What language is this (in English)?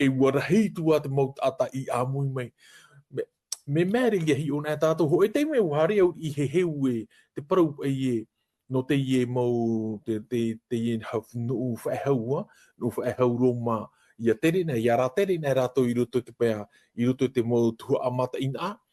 Tahitian